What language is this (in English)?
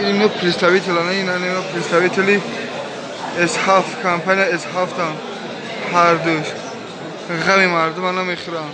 Tajik